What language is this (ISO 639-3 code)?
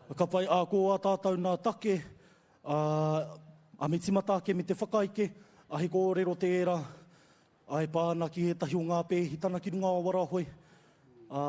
mri